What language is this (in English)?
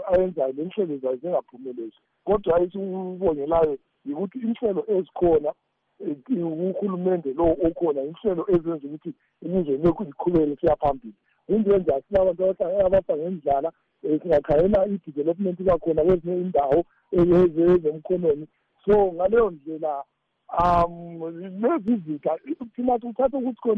North Ndebele